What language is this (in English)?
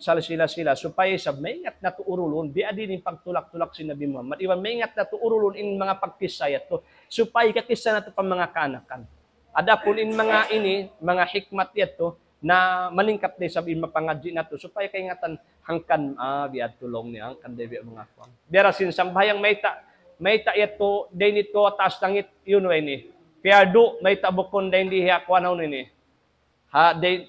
Tausug